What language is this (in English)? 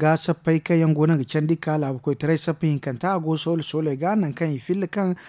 Zarma